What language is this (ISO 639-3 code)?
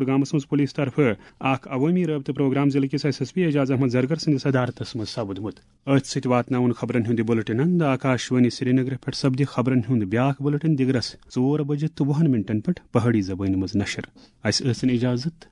kas